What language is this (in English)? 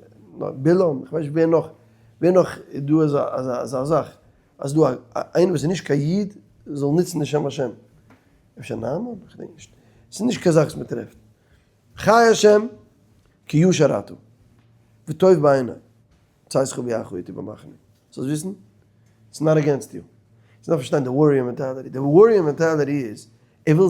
Yiddish